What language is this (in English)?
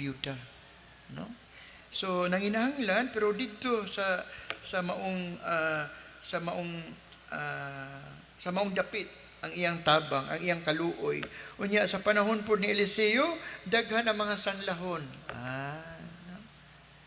Cebuano